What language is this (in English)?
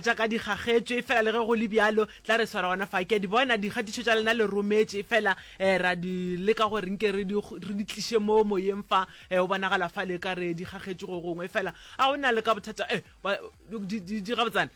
Northern Sotho